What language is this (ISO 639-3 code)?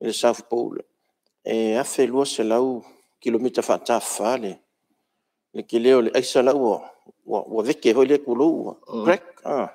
smo